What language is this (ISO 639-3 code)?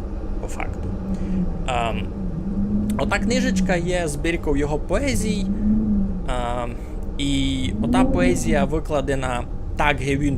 rue